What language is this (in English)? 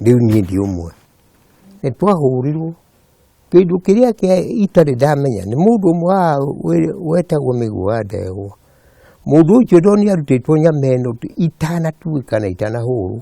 Kikuyu